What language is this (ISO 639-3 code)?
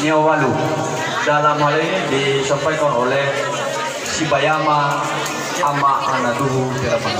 nia